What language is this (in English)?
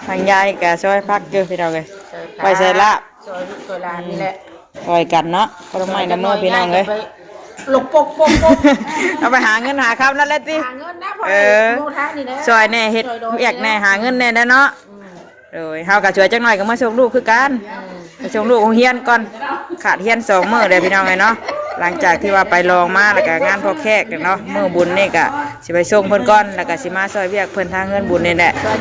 Northeastern Thai